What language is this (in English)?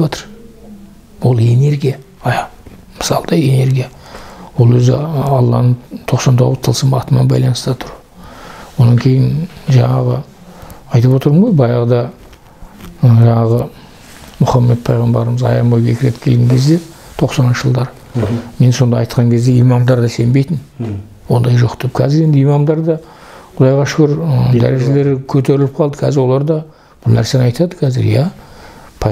Kazakh